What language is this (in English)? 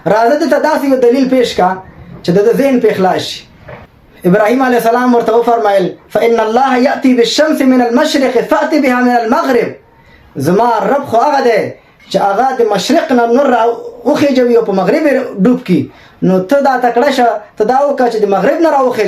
Pashto